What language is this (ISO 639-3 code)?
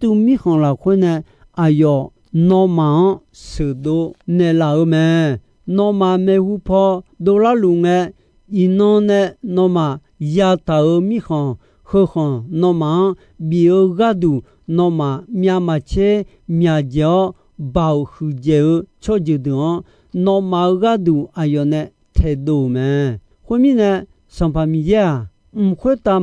ahk